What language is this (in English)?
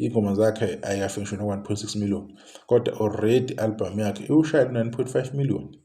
Zulu